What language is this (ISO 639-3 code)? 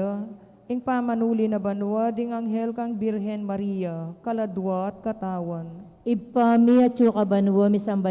pam